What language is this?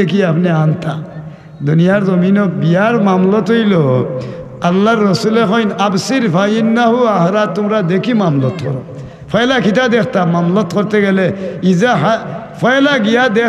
Sylheti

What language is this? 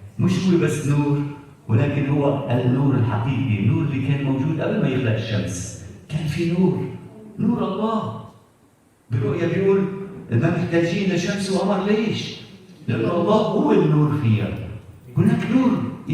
Egyptian Arabic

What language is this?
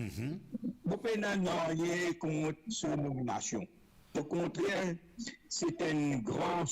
Morisyen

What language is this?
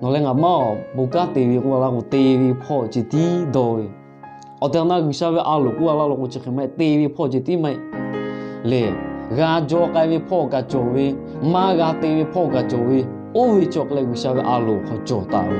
Lahu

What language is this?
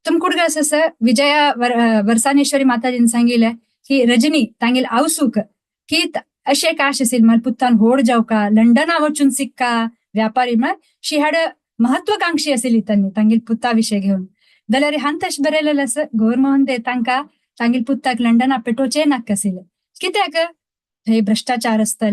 Konkani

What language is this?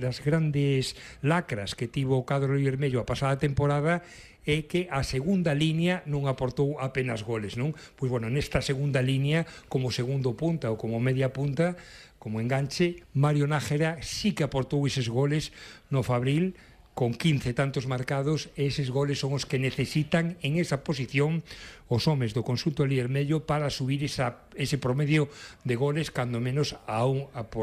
Galician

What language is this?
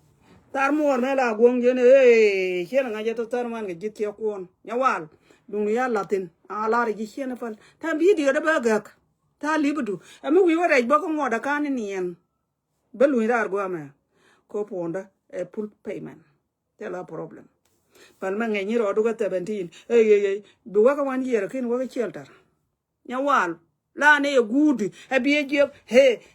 Nuer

